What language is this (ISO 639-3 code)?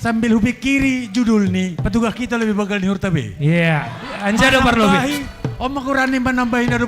bts